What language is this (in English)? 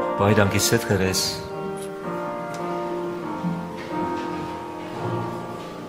Afrikaans